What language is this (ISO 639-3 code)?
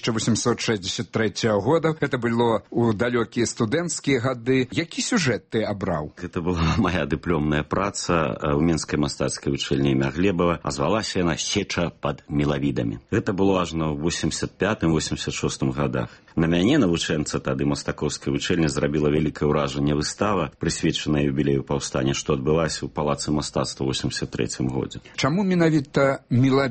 bel